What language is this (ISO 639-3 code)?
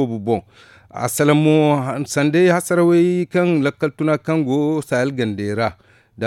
dje